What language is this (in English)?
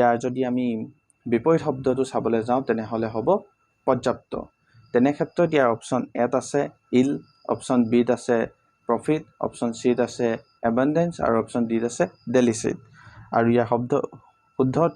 Assamese